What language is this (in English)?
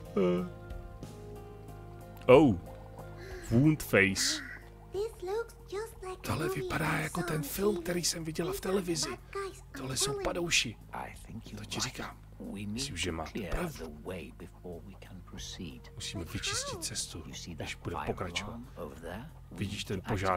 Czech